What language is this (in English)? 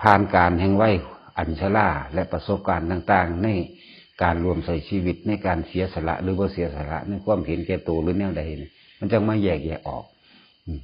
Northeastern Thai